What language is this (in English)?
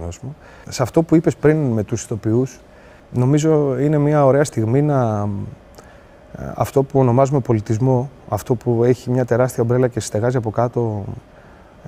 Greek